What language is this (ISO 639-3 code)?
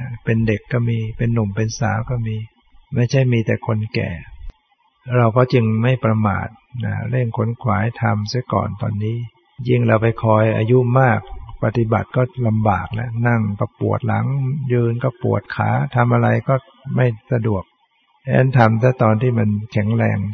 tha